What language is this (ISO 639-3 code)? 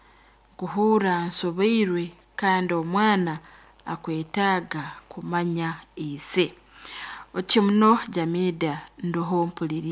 nyn